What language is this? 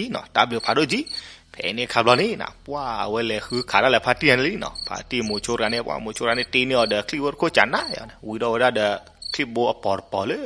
S'gaw Karen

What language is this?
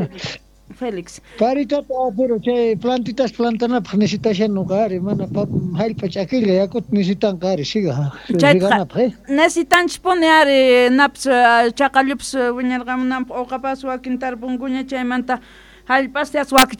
South Bolivian Quechua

